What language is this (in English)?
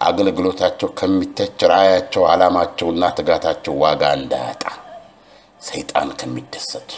Amharic